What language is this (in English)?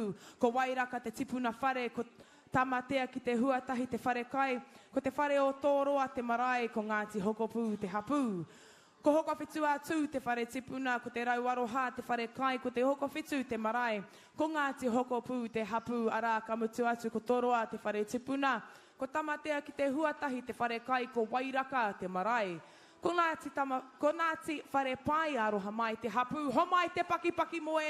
Māori